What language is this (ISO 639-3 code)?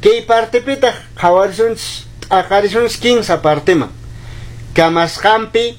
que